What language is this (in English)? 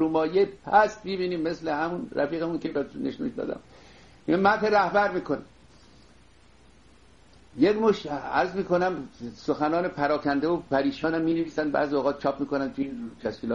Persian